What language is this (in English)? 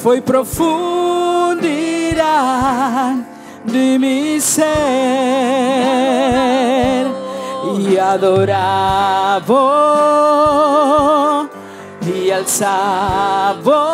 Papiamento